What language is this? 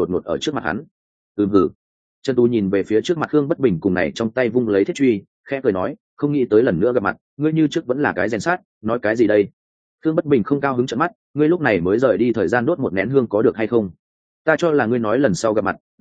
Vietnamese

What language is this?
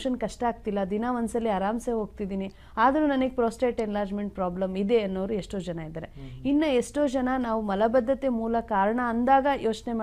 Kannada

